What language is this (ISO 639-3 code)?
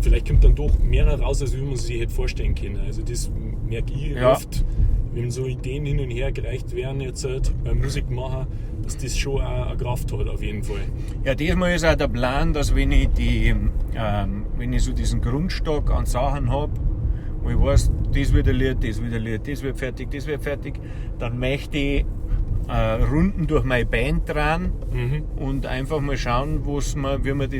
bar